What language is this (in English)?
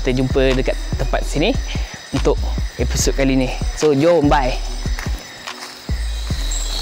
Malay